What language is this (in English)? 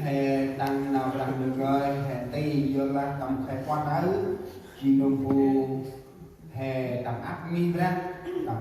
Central Mnong